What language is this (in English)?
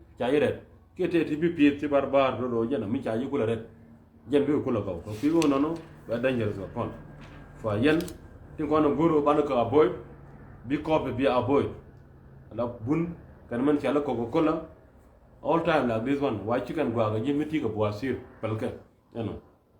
Nuer